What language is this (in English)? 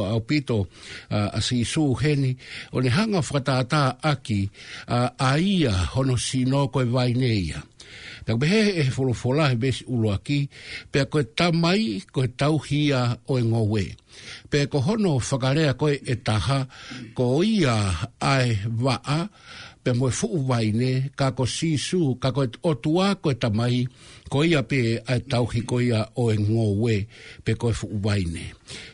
Tongan